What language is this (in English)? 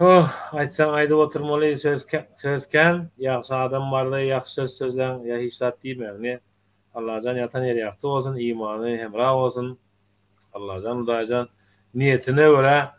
Turkmen